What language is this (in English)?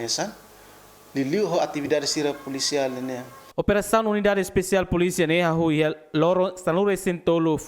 Tetum